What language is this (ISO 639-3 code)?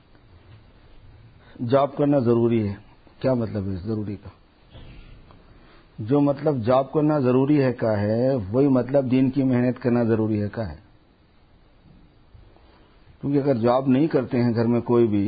urd